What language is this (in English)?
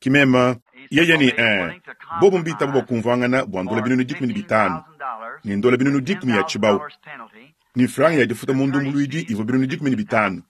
Luba-Lulua